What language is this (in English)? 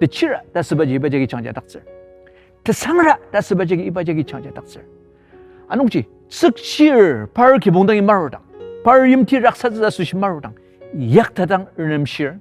Ao Naga